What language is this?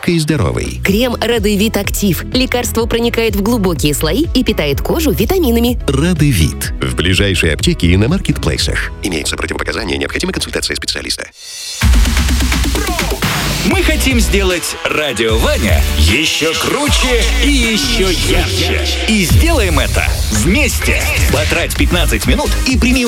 Russian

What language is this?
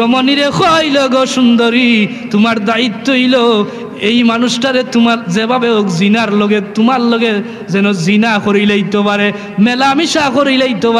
Sylheti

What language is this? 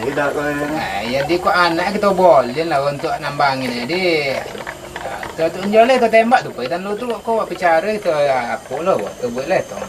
Minangkabau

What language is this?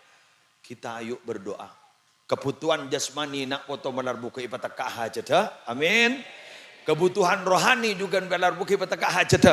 Madurese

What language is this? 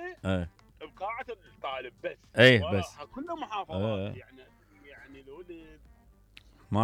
Mesopotamian Arabic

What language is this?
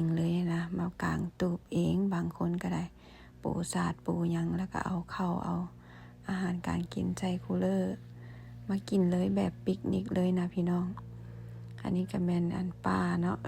Lao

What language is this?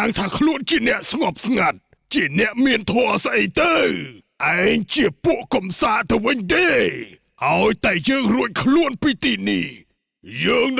Khmer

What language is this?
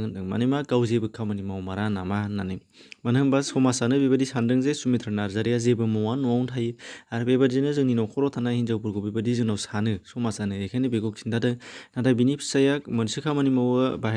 Bodo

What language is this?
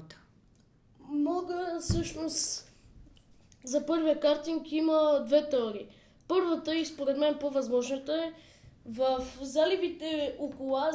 Bulgarian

